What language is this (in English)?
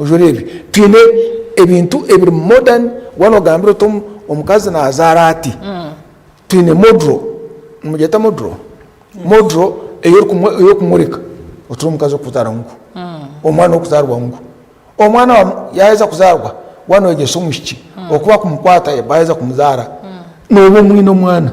Nyankole